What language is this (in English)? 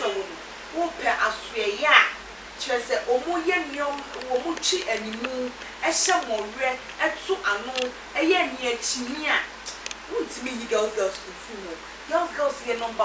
Akan